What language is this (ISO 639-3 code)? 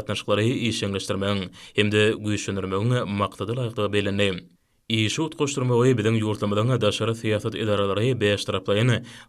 tuk